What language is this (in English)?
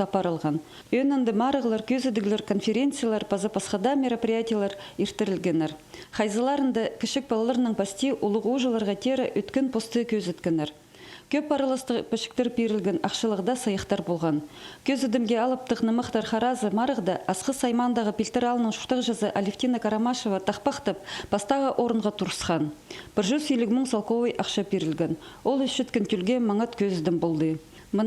Khakas